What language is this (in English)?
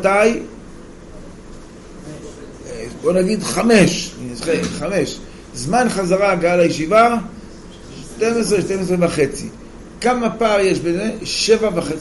Hebrew